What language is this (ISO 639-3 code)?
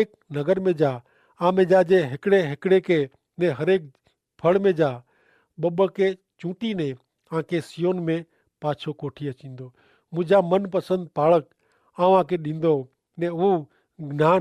kfr